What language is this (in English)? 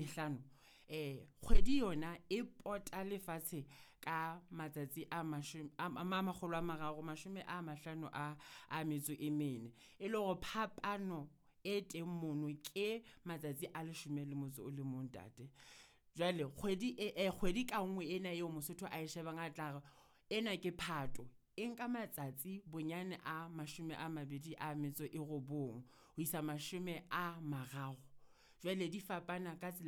Southern Sotho